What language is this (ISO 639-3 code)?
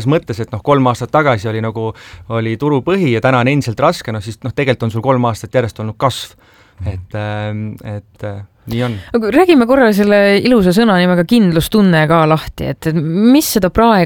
est